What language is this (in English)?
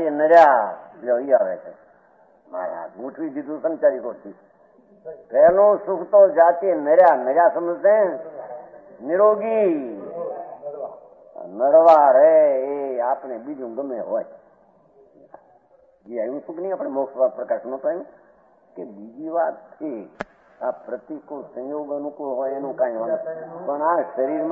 Gujarati